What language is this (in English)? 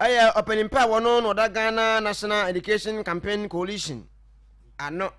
Akan